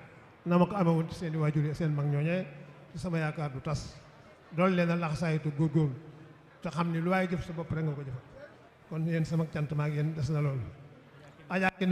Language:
Wolof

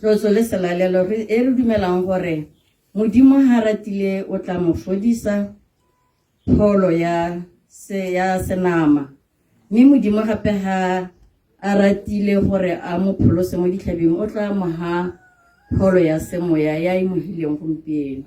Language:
Tswana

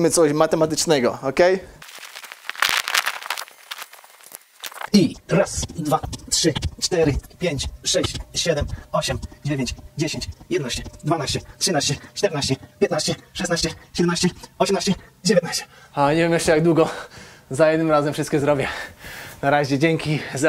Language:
Polish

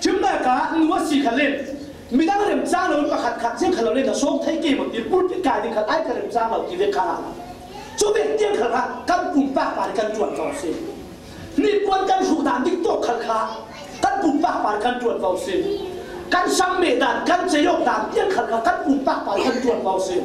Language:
Falam Chin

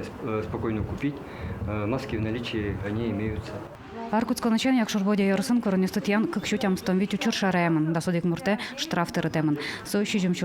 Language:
Udmurt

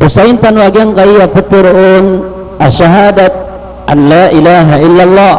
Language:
Maranao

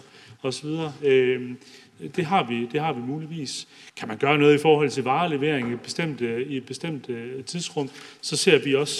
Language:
Danish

